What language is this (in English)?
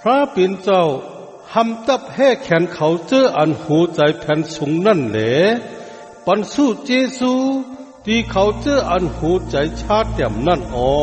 Shan